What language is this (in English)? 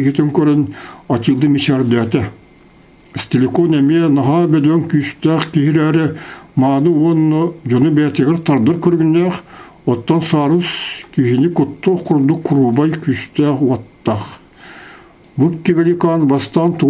Yakut